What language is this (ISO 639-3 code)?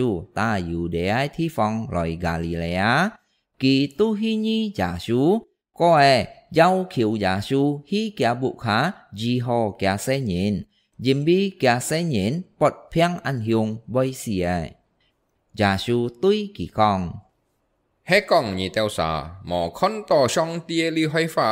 hak